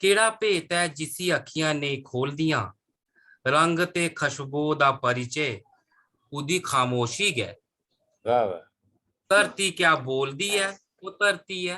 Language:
Dogri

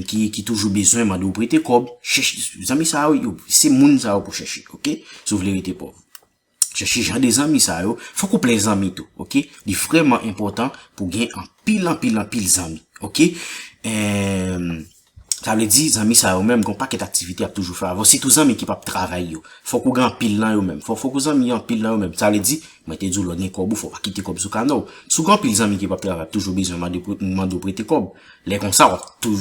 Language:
Haitian Creole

